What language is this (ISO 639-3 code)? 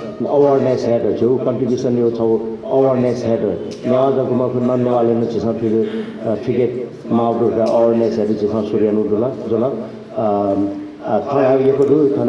new